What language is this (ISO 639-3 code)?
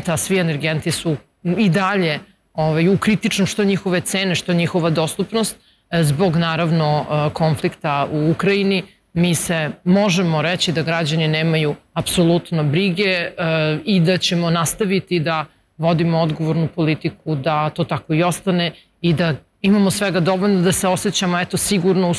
srp